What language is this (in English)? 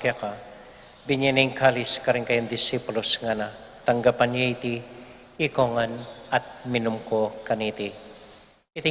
Pampanga